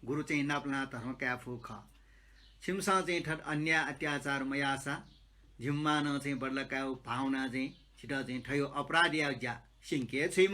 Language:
Newari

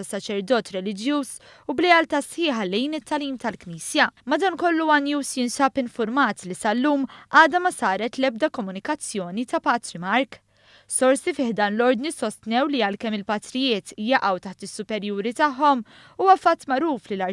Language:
Maltese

